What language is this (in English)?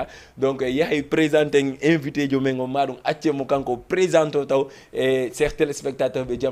Fula